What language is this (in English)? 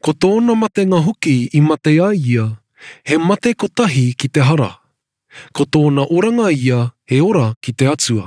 Māori